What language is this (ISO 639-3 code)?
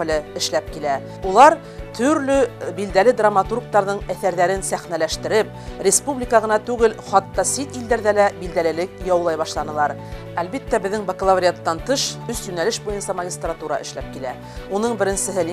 bak